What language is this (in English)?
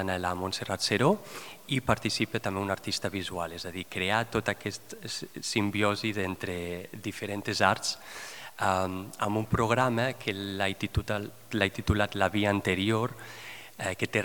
Catalan